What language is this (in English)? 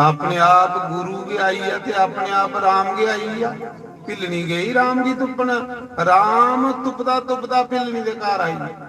Dogri